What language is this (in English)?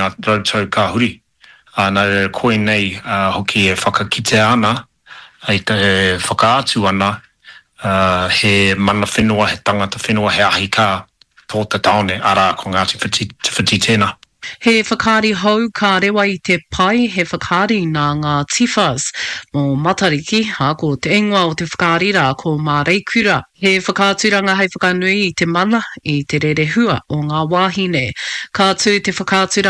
Māori